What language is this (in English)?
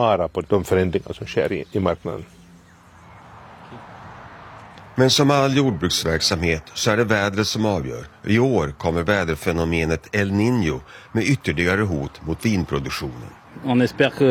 Swedish